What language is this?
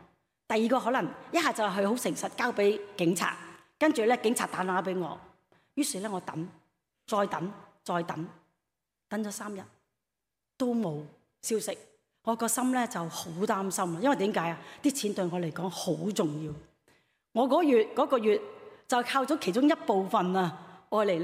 Cantonese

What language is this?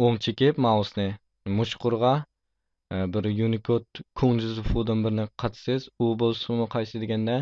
Uyghur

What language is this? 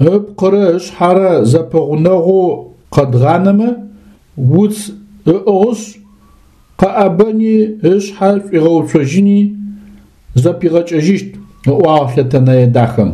Adyghe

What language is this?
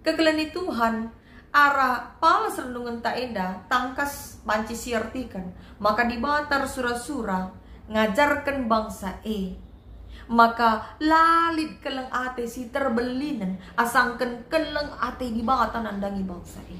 Batak Karo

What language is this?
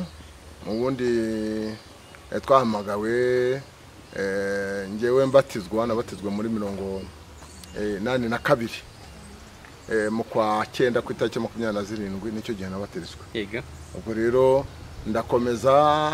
Kinyarwanda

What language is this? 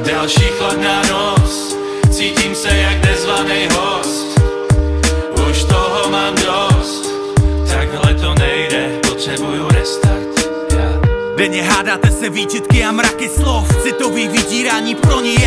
Czech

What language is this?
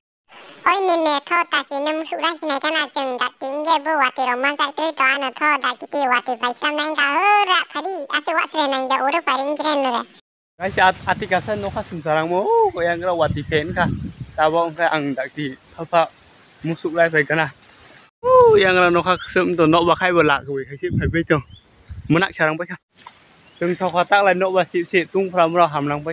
Kok Borok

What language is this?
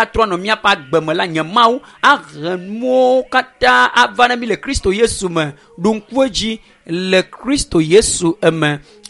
Ewe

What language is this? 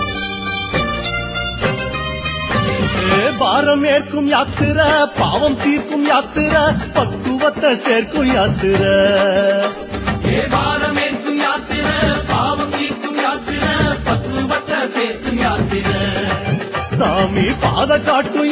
Tamil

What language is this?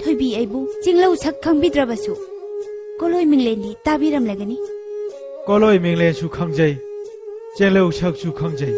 Manipuri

